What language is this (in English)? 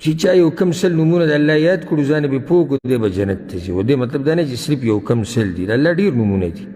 Pashto